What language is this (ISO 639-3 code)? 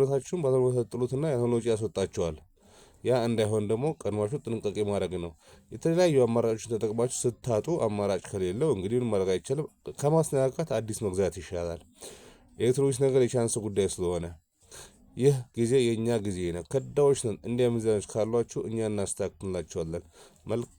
amh